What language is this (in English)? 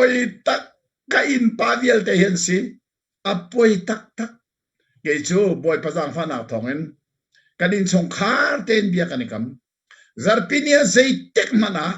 Hakha Chin